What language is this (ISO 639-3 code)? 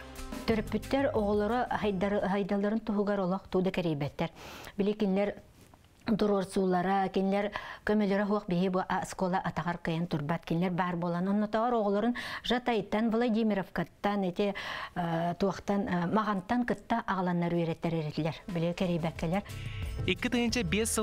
sah